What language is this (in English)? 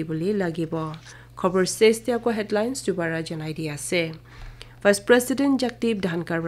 Naga Pidgin